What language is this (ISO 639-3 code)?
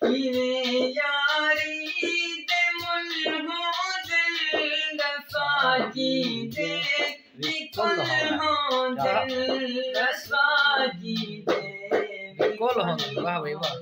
skr